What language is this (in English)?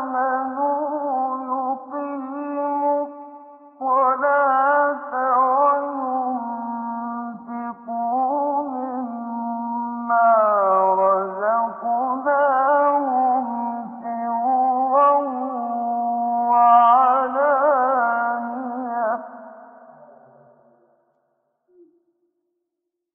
Arabic